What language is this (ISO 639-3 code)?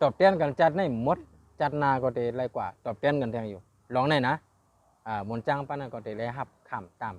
shn